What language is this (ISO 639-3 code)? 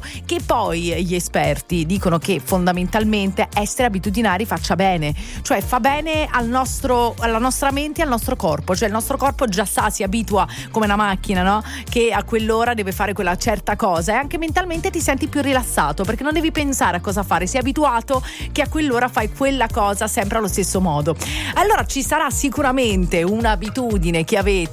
ita